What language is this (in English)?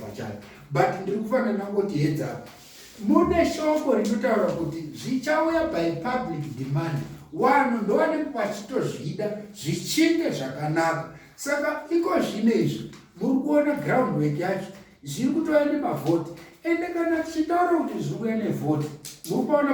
Shona